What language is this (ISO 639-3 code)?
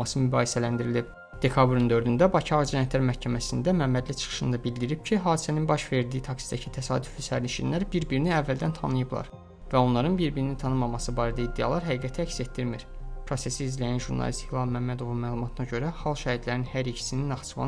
aze